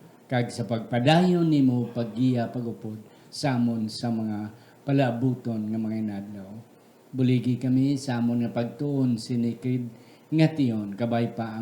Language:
Hiligaynon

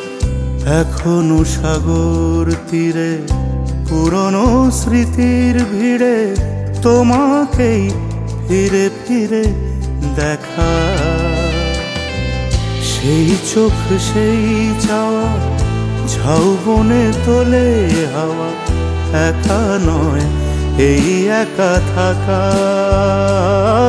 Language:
Bangla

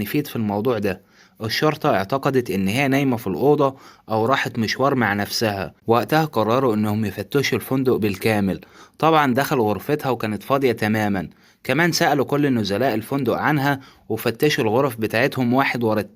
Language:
Egyptian Arabic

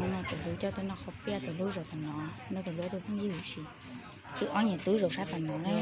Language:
Hmong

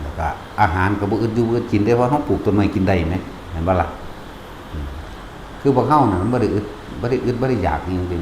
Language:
Northeastern Thai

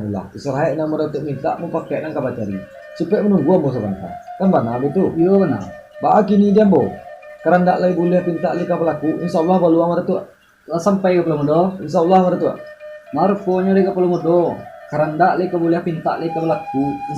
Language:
Minangkabau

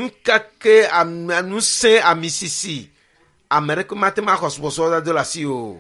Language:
Ewe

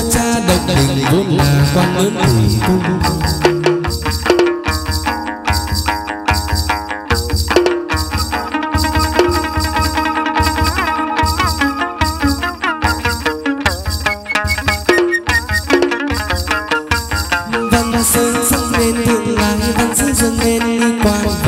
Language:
Vietnamese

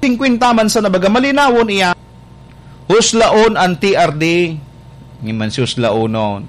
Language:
Bikol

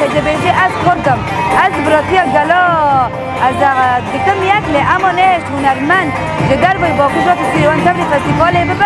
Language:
Kurdish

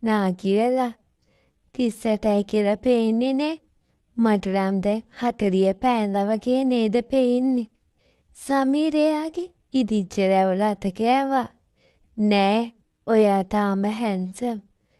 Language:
Sinhala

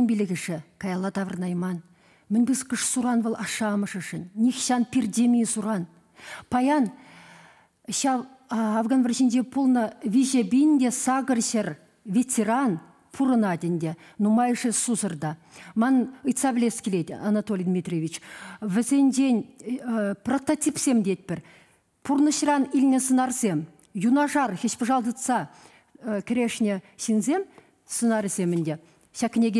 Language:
Chuvash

